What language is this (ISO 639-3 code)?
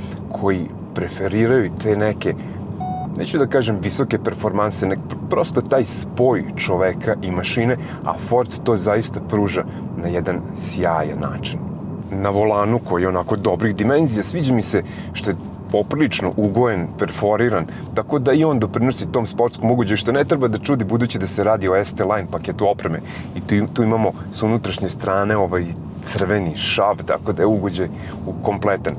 srp